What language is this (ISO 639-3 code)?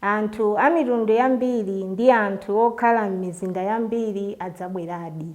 nya